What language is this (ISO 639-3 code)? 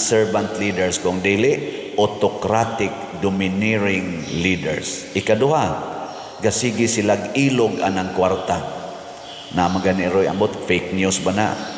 ceb